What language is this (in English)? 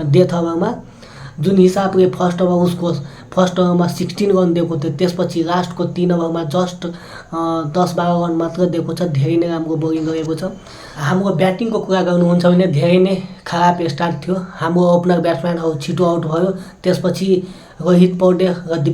Nepali